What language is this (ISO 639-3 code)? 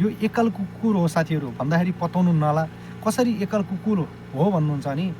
nep